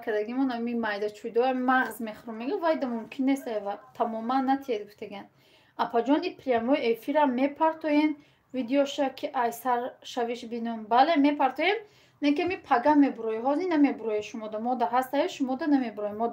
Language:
Tajik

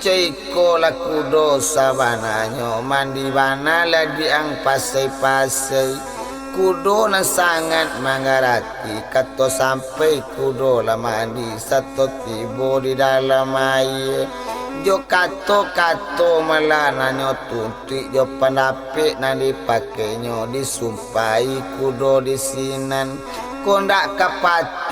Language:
Minangkabau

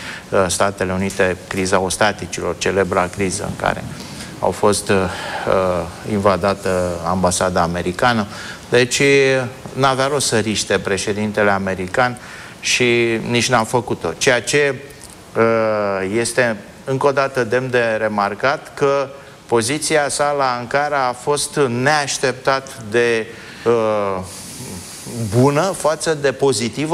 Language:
Romanian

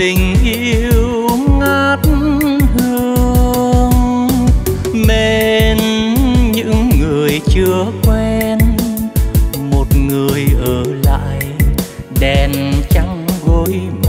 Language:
Vietnamese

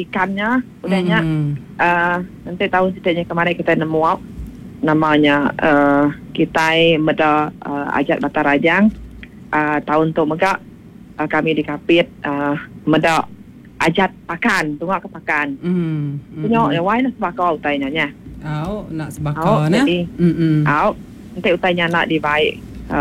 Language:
Iban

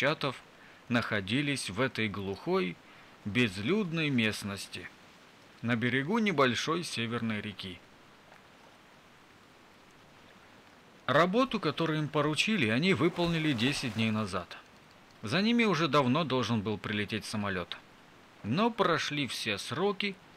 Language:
Russian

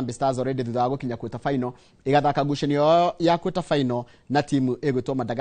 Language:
Kikuyu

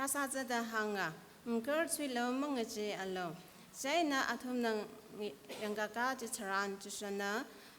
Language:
Tangkhul Naga (India)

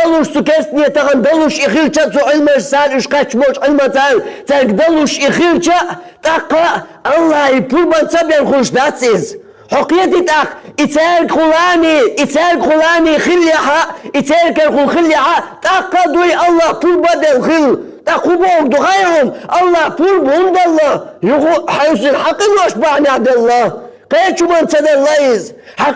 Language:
Chechen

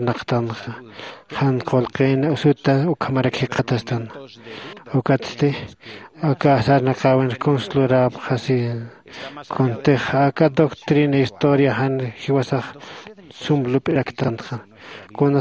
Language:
Aymara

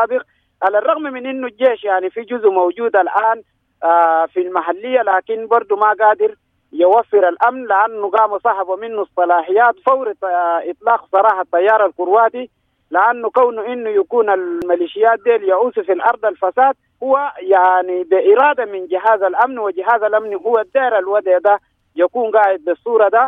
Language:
Sudanese Arabic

